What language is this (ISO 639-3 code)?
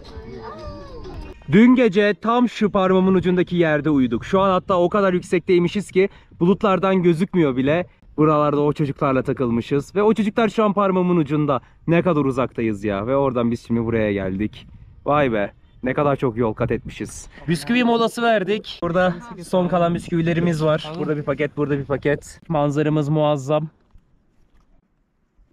tur